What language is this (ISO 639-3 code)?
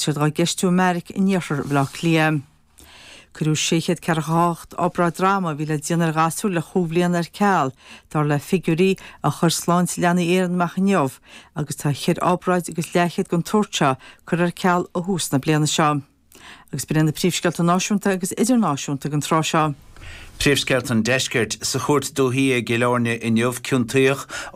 gle